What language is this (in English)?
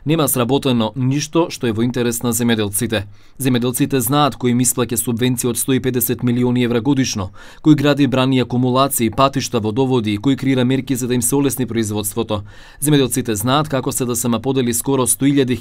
Macedonian